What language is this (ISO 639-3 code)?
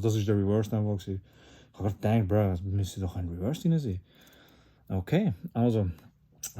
gsw